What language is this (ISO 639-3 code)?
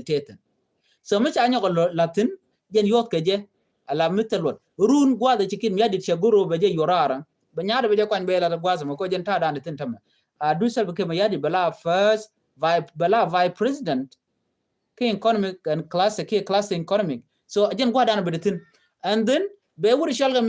nus